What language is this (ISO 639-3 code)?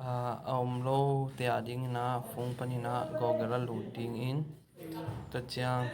ctd